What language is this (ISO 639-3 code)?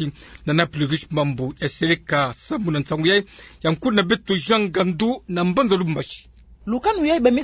ktu